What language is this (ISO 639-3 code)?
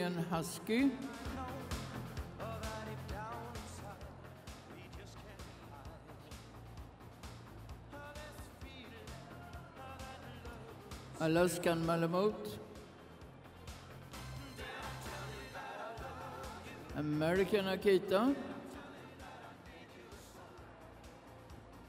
swe